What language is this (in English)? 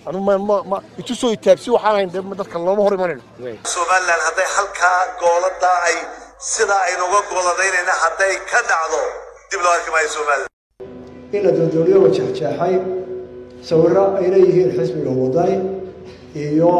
Somali